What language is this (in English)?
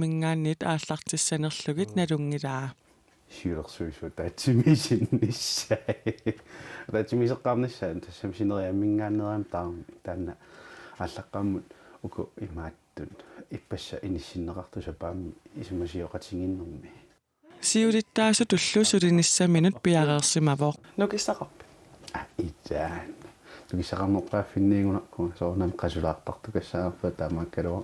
Kalaallisut